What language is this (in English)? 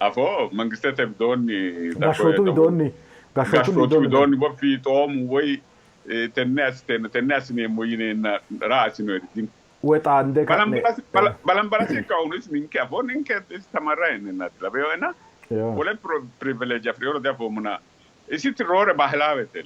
Sidamo